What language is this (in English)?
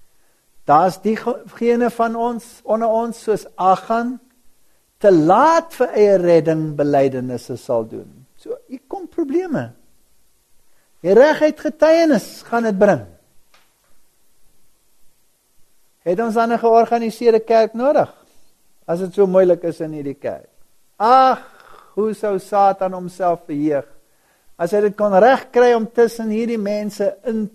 Afrikaans